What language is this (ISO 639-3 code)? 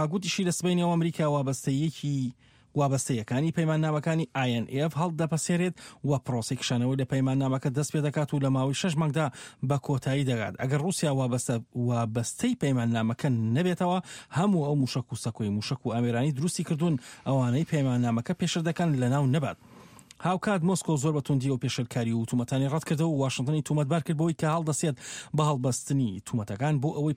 ckb